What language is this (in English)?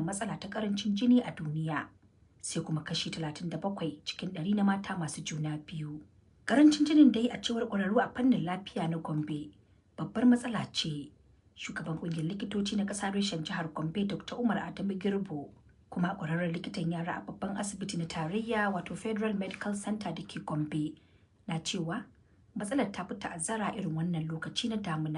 Hausa